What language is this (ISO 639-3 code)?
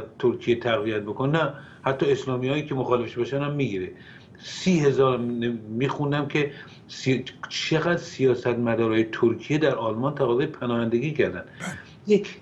fas